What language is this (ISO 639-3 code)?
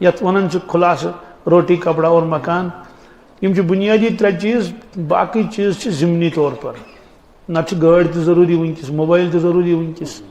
kas